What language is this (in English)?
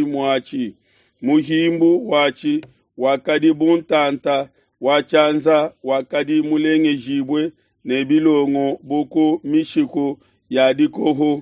Luba-Lulua